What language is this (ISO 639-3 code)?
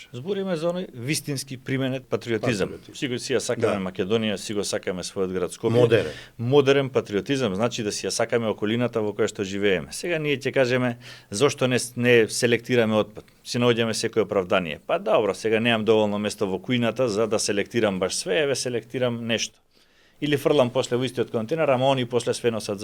mkd